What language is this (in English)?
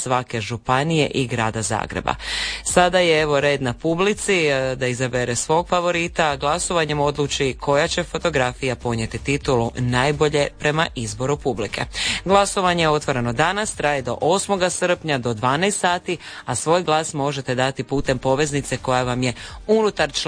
Croatian